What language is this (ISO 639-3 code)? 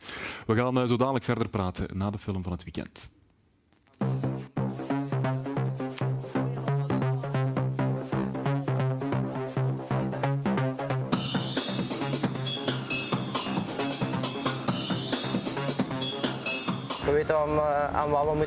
nld